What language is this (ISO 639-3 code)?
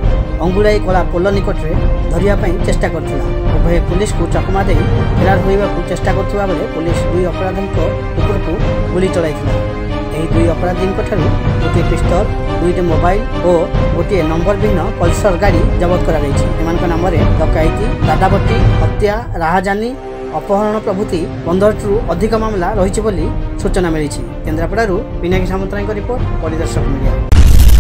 ori